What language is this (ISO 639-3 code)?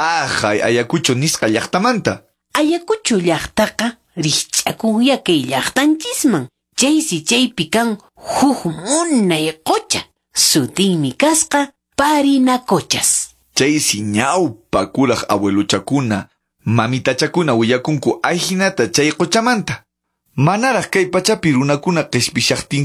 que